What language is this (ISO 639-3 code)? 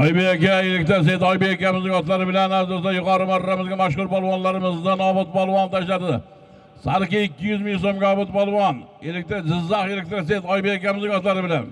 uzb